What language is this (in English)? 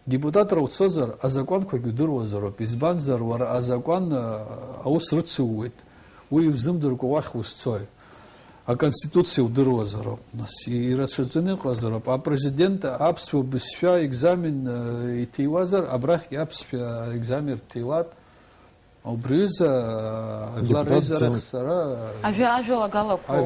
Abkhazian